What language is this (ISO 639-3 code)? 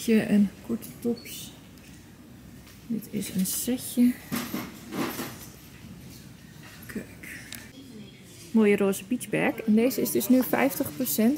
nld